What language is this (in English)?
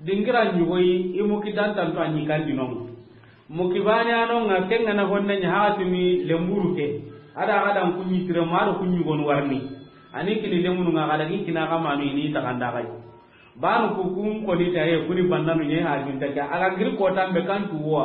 Soninke